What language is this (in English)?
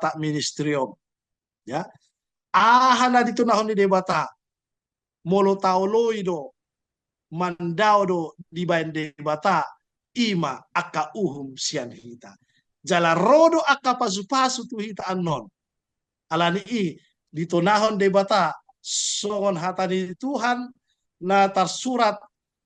Batak Toba